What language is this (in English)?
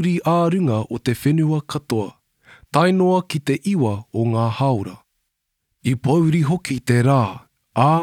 Māori